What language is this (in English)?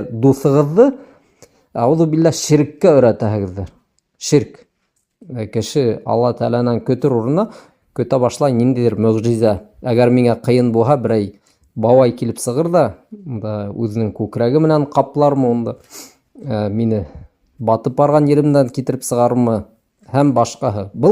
Bashkir